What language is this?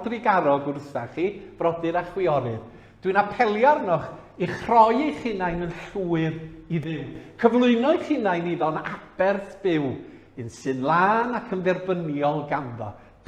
Welsh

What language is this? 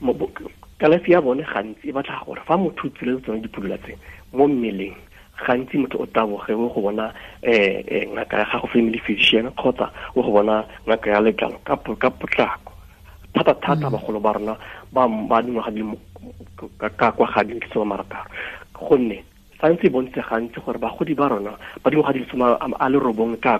Tswana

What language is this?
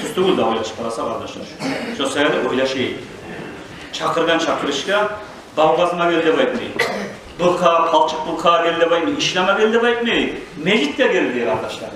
Kumyk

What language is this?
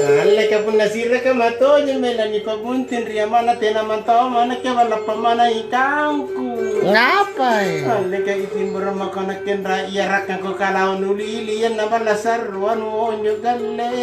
Makasar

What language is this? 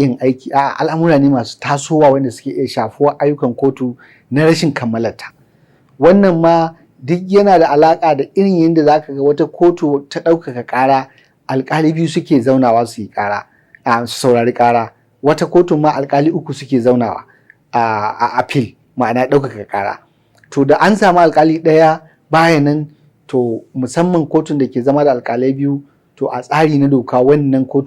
Hausa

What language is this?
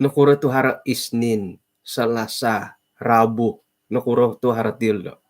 Central Dusun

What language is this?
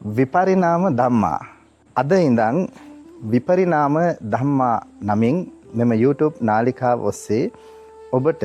Sinhala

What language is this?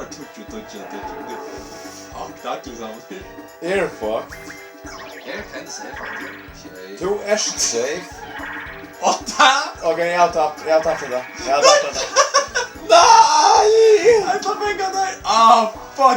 Faroese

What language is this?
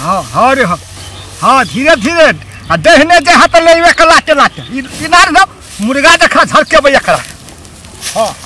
Maithili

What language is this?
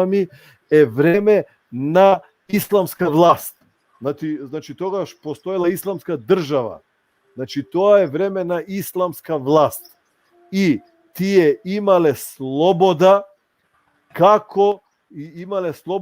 Balkan Romani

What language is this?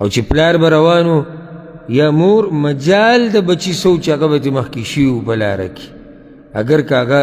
Pashto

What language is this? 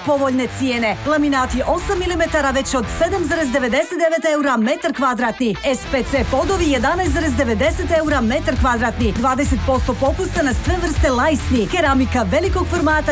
Serbian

